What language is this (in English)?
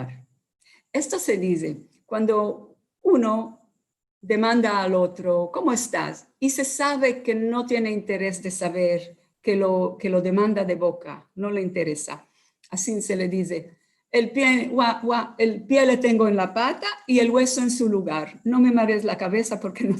Ladino